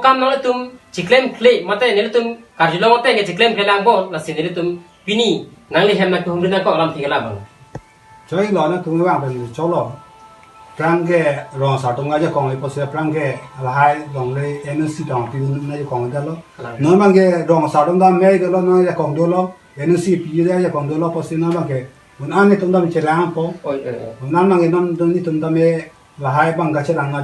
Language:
Karbi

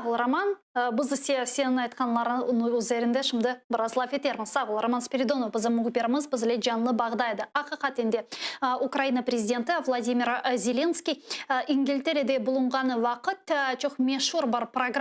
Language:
Crimean Tatar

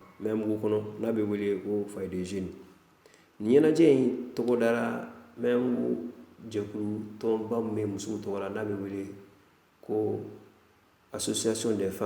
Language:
Bambara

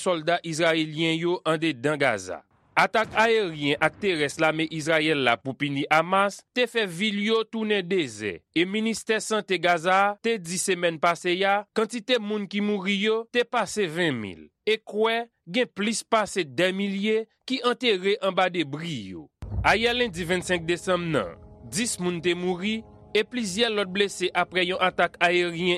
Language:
Haitian Creole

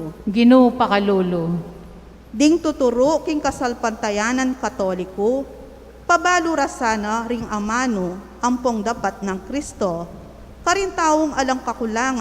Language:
Pampanga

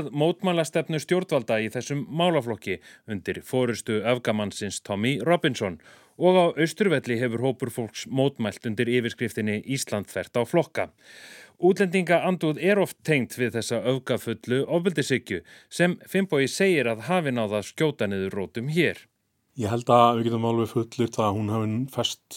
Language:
Icelandic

